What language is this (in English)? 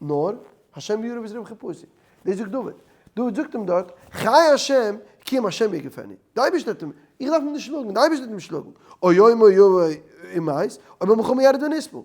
Yiddish